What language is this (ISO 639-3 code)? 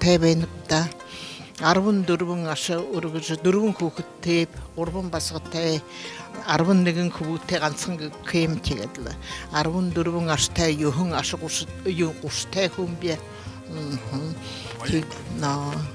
bua